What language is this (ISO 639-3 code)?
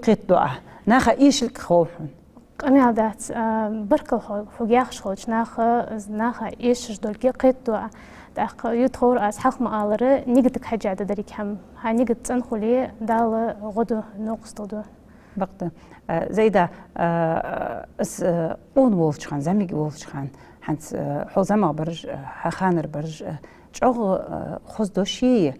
inh